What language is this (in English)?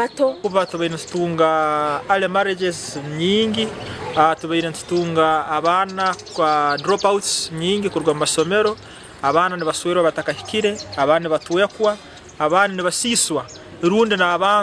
Nyankole